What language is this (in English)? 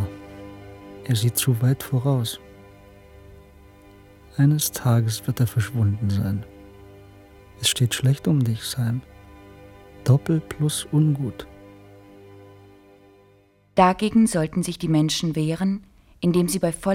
German